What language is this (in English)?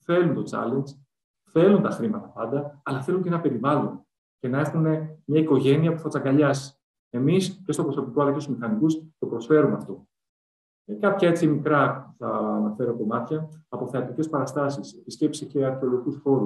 Greek